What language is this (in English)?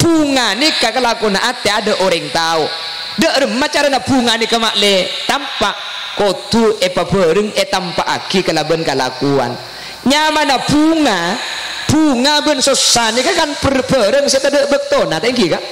Madurese